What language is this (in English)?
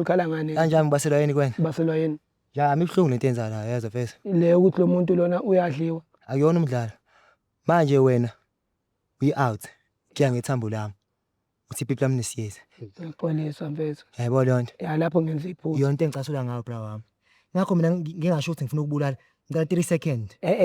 Zulu